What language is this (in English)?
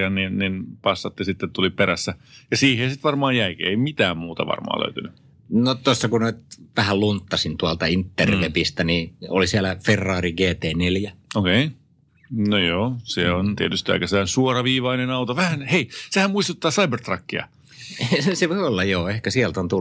Finnish